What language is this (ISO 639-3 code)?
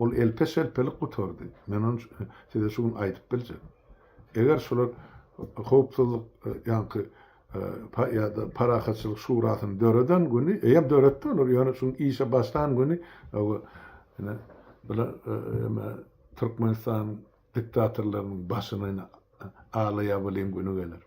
tuk